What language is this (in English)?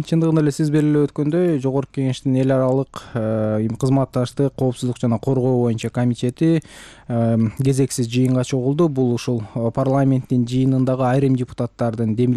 Kyrgyz